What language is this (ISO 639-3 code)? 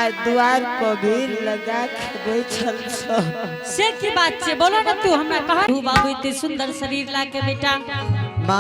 anp